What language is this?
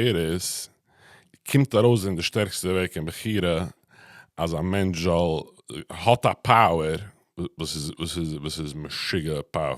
Yiddish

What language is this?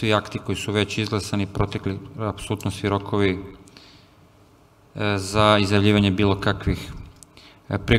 Serbian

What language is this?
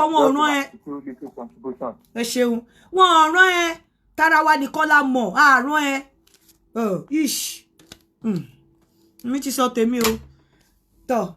Yoruba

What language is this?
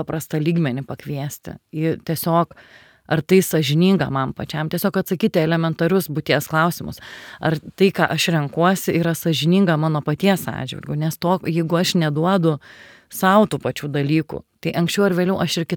Lithuanian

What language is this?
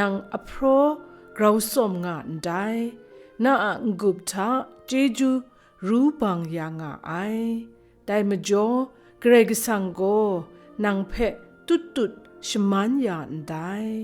Kachin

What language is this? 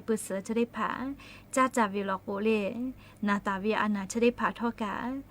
Lahu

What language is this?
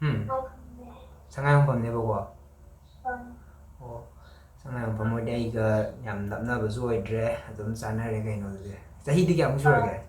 Manipuri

